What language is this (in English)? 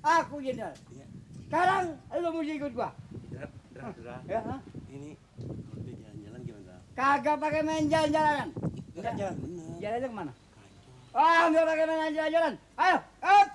Betawi